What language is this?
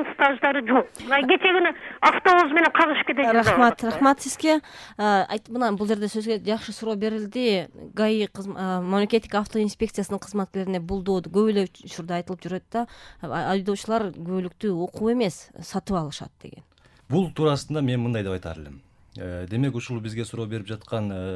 Kyrgyz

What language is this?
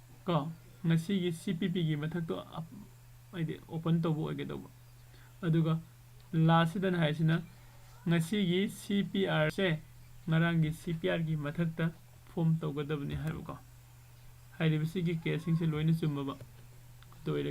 Manipuri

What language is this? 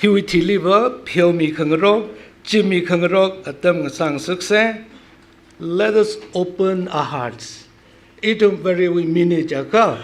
Tangkhul Naga (India)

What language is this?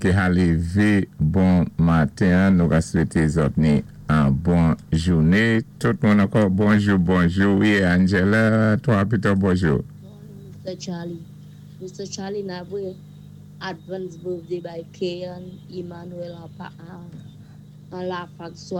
Saint Lucian Creole French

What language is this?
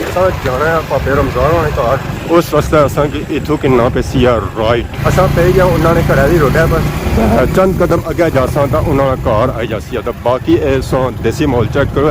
Pahari-Potwari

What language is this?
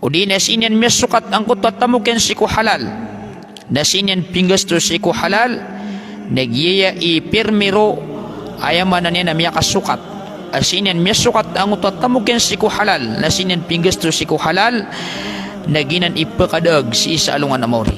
Maranao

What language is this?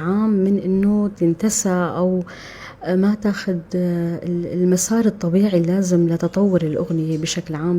North Levantine Arabic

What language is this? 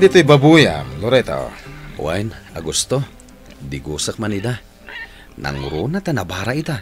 Iloko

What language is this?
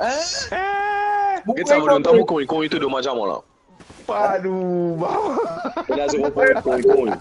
Morisyen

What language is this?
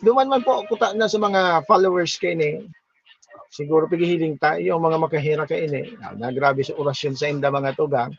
Bikol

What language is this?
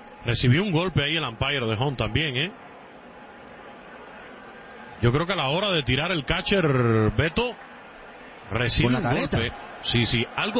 Spanish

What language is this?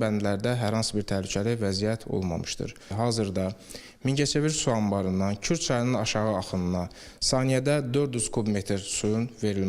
Azerbaijani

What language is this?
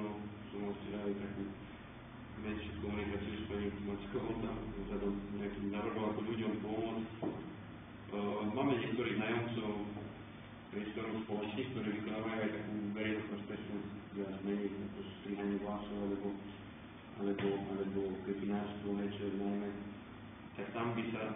Slovak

